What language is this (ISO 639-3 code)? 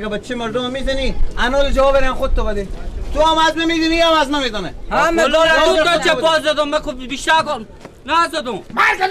fas